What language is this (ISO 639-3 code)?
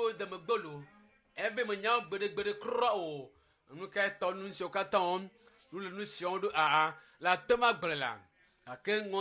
ewe